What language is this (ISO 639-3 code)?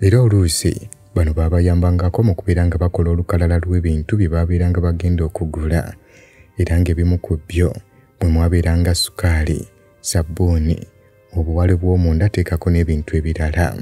lug